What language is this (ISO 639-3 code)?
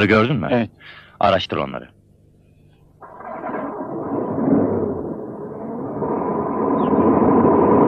tur